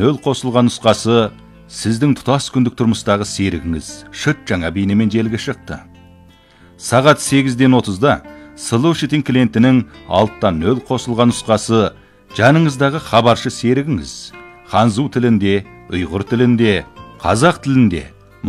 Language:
Kazakh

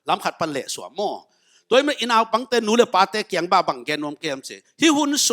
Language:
Tedim Chin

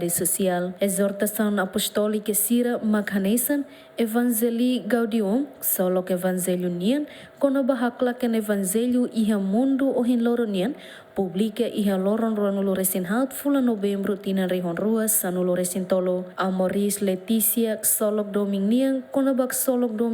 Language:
Tetum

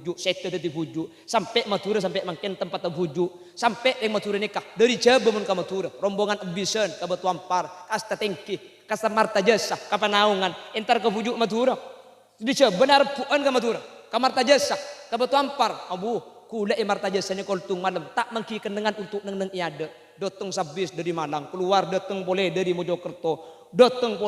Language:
Madurese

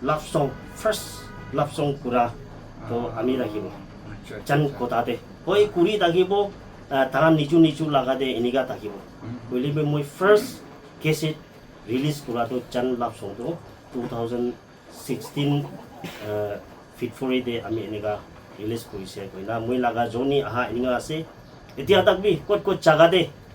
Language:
Naga Pidgin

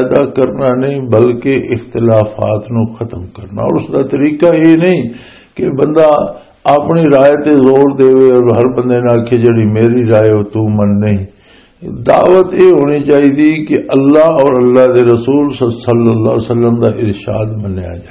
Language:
Western Panjabi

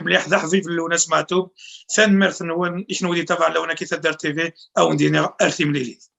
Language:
Kabyle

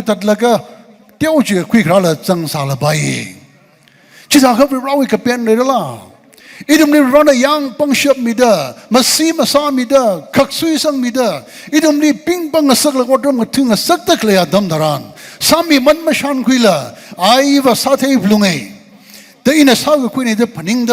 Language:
Tangkhul Naga (India)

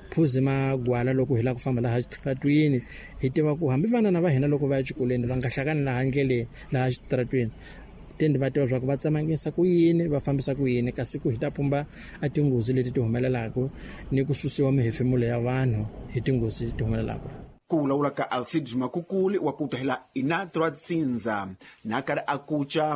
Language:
Tsonga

